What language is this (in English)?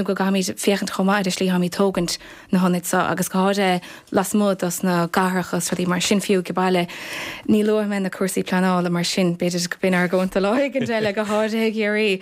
Irish